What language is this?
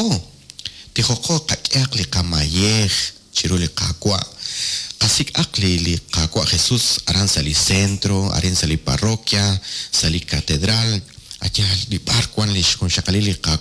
Kekchí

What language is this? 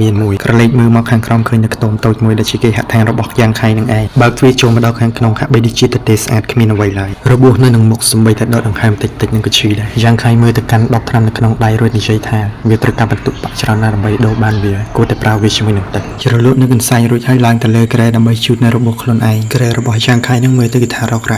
Khmer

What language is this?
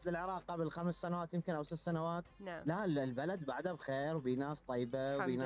Mesopotamian Arabic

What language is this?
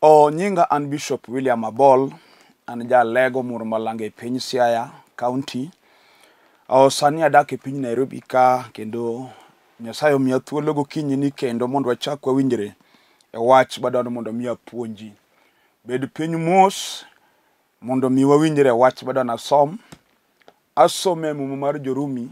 Luo (Kenya and Tanzania)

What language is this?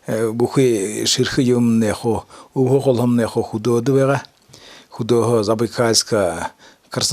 Buriat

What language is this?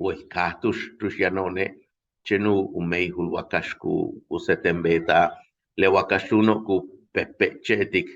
Yucateco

